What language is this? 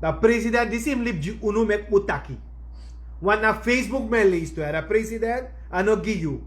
Sranan Tongo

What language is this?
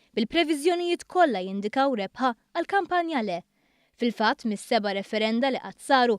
Maltese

